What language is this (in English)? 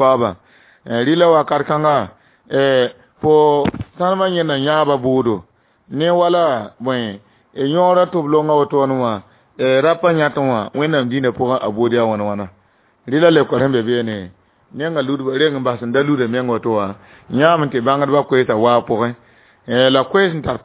Mossi